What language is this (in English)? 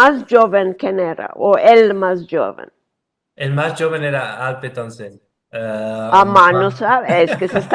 Ladino